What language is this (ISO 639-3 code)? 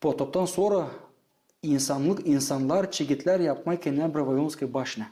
gag